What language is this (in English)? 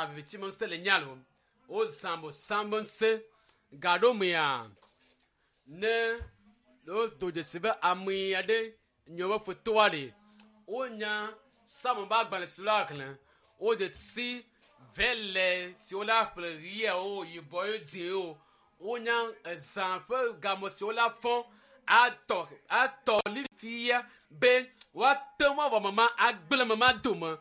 Ewe